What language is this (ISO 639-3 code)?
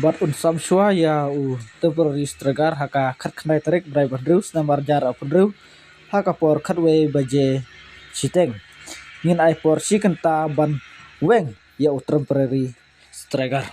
kha